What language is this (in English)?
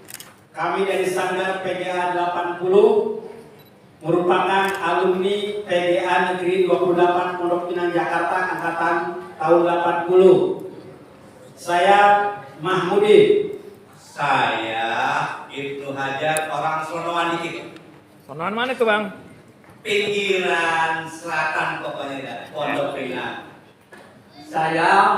Betawi